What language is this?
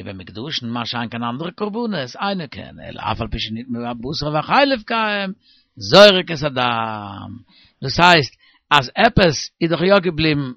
Yiddish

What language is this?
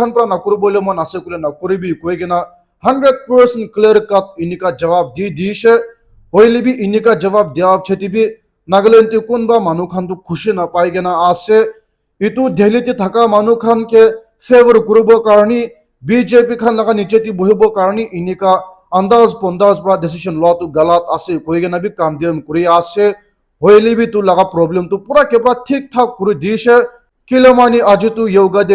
Naga Pidgin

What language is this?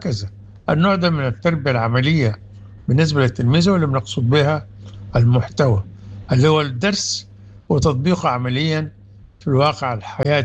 Sudanese Arabic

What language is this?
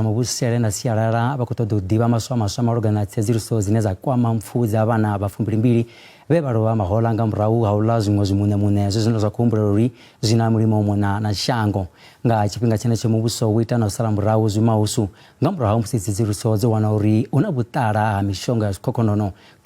Venda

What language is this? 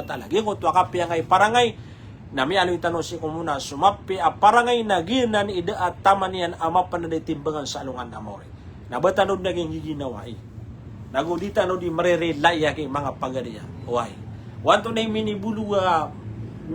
Maranao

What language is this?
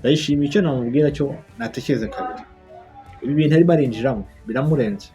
Kinyarwanda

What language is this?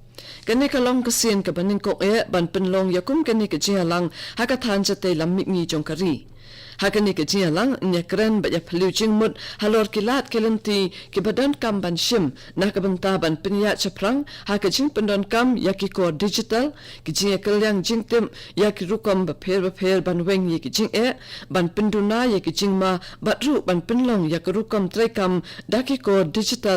Khasi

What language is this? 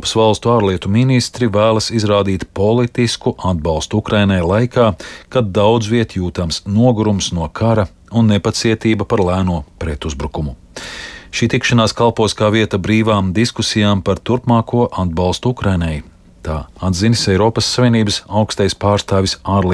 Latvian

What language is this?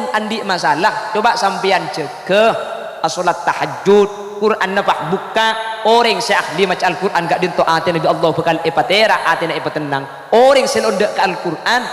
Madurese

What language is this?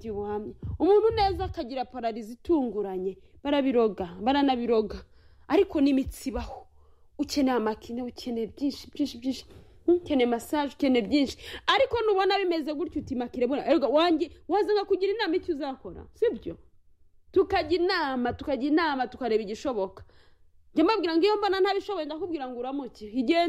Kinyarwanda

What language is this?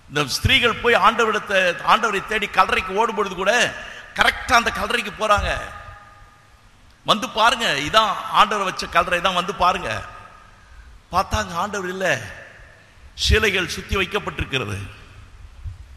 Tamil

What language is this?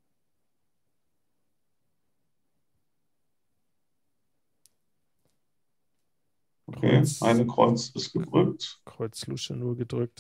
German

